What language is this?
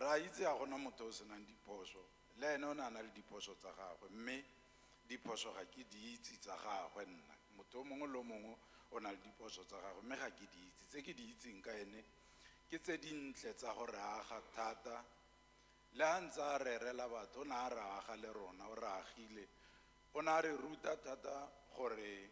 Tswana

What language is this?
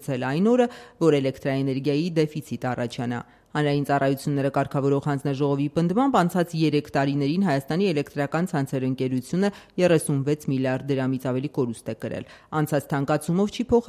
Armenian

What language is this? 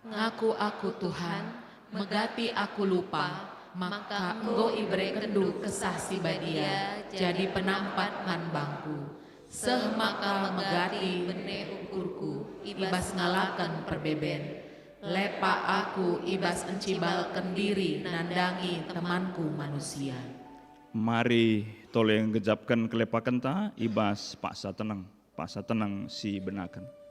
Batak Karo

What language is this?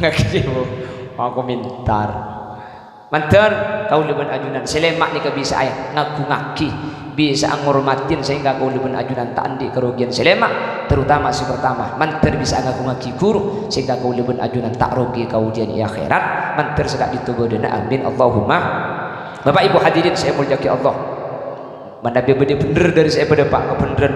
Madurese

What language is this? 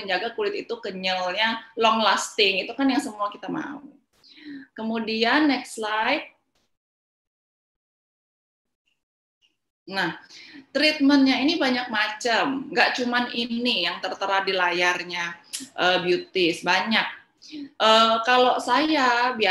Indonesian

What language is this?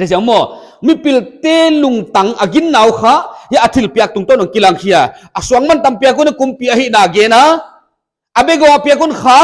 Paite Chin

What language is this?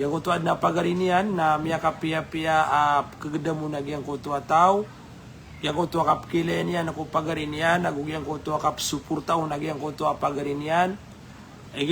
Maranao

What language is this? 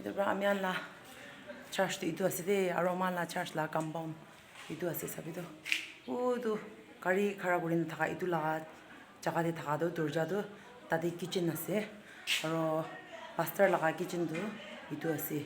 Naga Pidgin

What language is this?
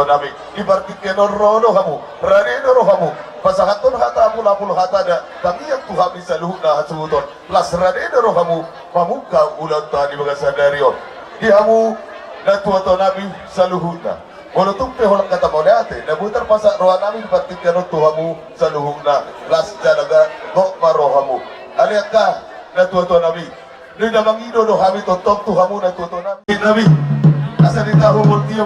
Batak Toba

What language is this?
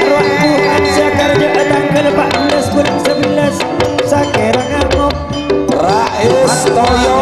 Madurese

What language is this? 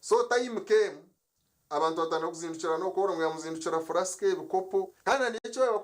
Nyankole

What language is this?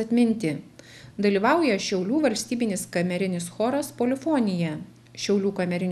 Lithuanian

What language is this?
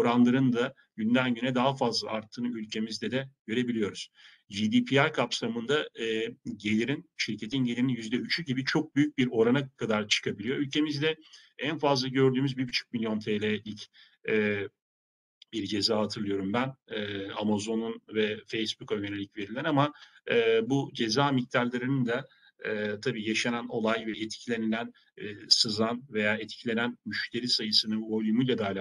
Turkish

